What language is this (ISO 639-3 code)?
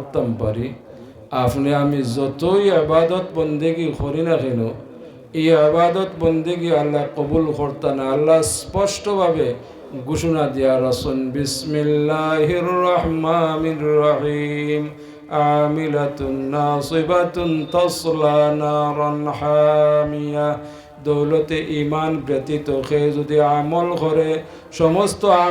syl